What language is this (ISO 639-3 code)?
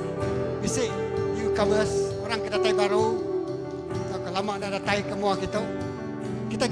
iba